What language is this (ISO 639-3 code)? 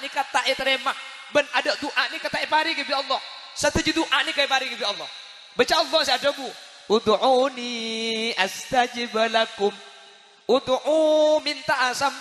mad